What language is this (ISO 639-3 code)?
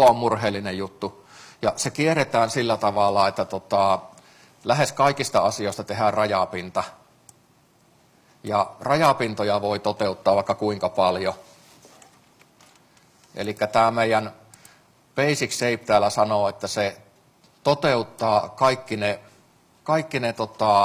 fin